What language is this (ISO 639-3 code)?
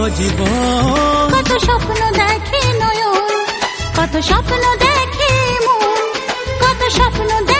ben